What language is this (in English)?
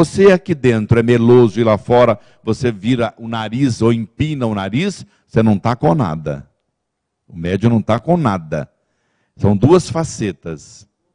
Portuguese